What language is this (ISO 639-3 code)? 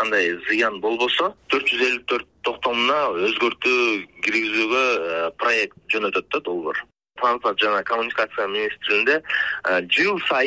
kir